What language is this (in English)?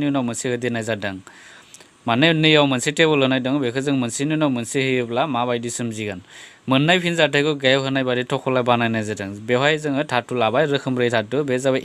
Bodo